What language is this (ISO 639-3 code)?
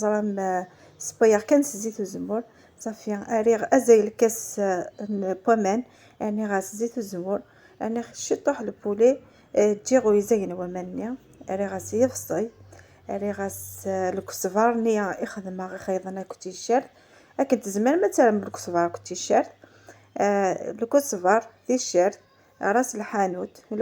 kab